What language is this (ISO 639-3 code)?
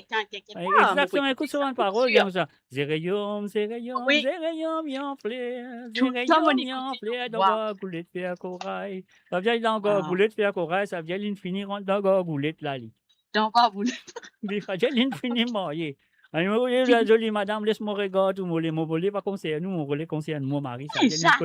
mfe